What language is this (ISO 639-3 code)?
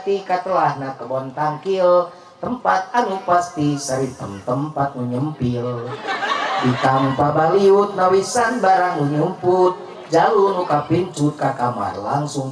sun